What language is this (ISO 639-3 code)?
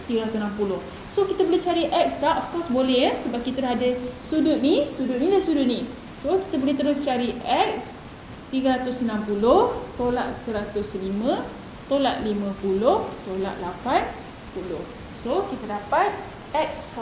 msa